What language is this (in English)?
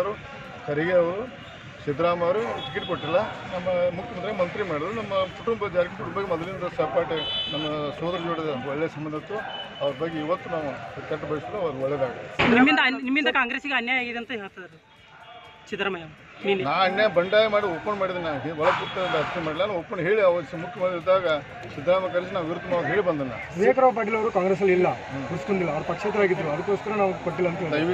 Kannada